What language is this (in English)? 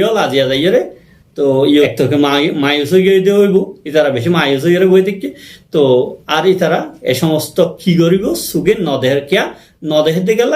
Rohingya